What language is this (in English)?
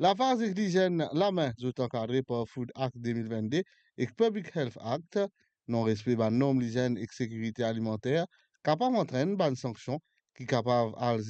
Morisyen